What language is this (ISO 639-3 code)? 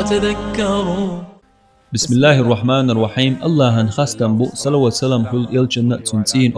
che